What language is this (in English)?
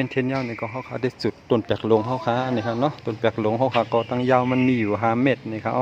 Shan